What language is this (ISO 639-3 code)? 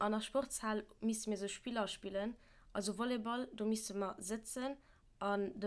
ltz